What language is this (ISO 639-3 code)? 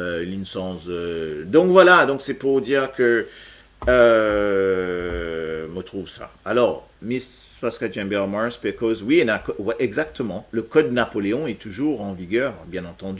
mfe